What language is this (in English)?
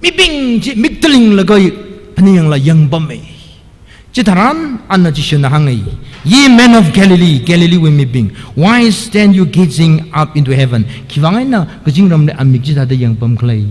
Tangkhul Naga (India)